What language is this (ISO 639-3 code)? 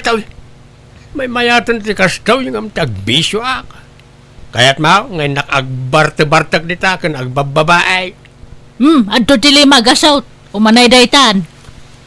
ilo